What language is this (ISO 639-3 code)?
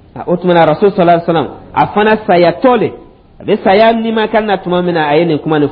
dyu